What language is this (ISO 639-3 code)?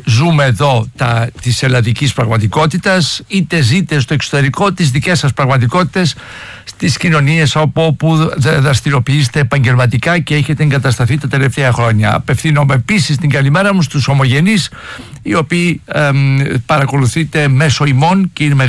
ell